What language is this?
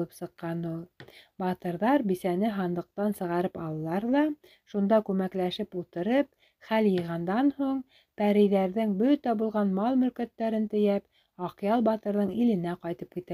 Bashkir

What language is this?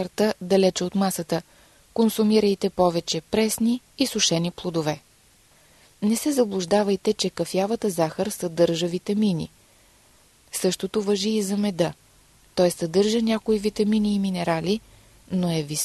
Bulgarian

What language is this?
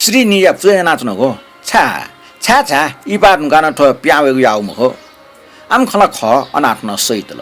Newari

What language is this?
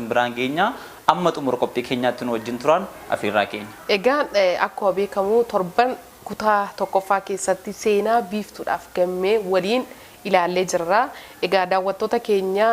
Oromo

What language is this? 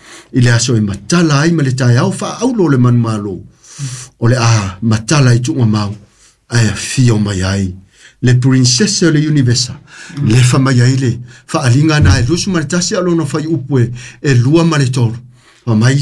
Samoan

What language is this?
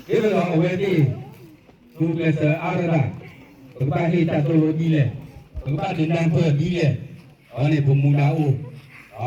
S'gaw Karen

